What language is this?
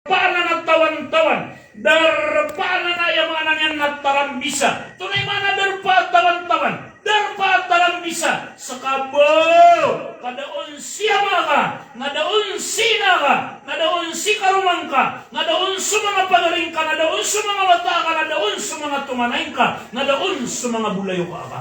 Maranao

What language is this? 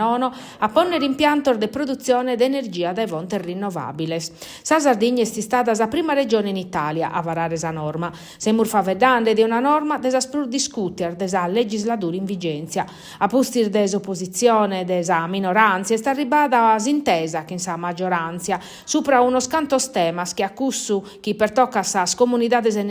Sardinian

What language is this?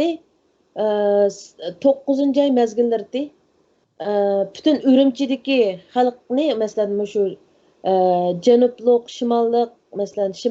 Uyghur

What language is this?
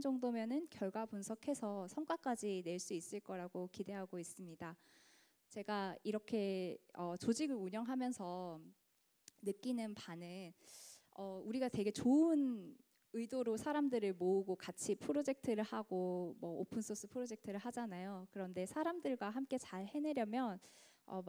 Korean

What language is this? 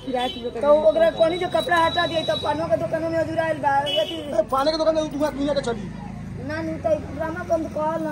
Bhojpuri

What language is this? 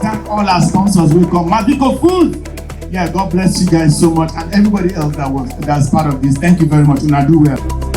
Nigerian Pidgin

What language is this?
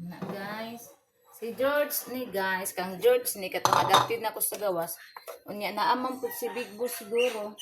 Cebuano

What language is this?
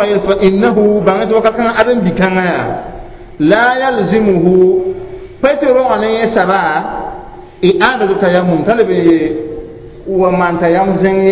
Mossi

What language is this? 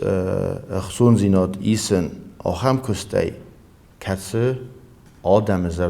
Ossetic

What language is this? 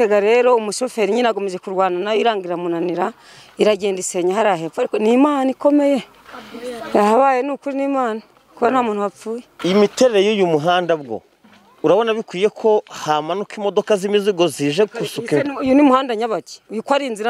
Kinyarwanda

